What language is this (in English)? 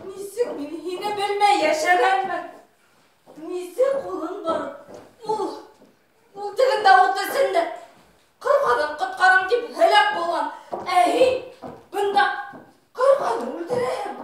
Bashkir